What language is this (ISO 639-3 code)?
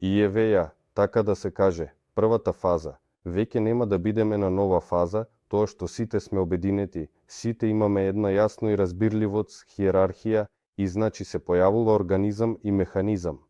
mkd